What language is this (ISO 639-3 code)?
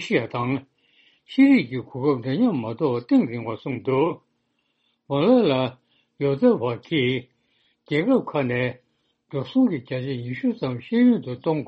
bod